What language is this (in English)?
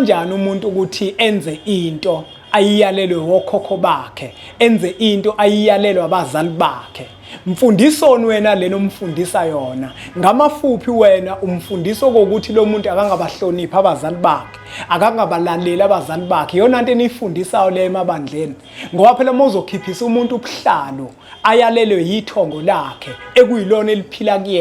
Zulu